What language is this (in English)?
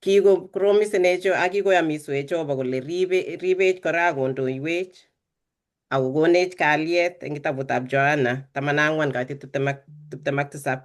Kalenjin